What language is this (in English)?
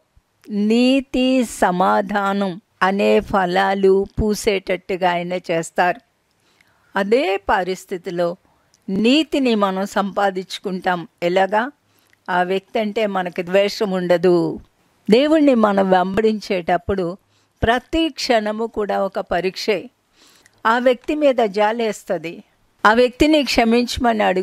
Telugu